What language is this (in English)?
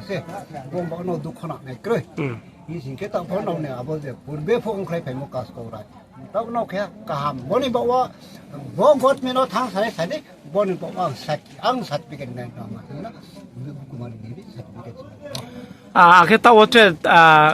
Riang (India)